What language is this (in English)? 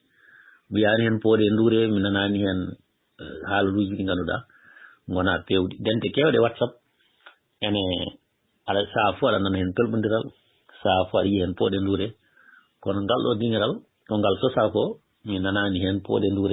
Fula